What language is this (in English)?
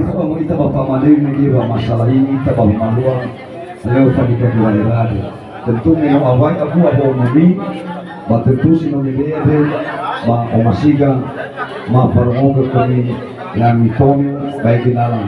Nias